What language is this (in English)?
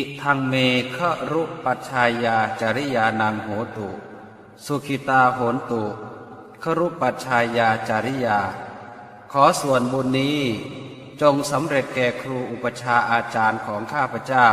Pali